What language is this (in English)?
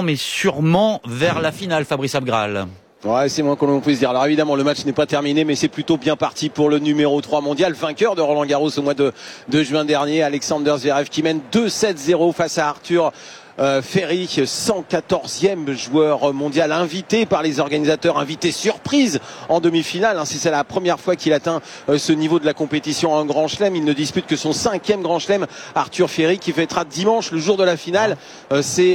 French